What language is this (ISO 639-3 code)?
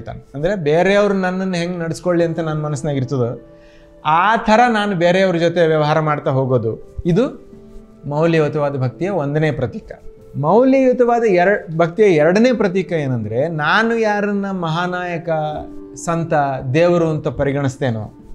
kan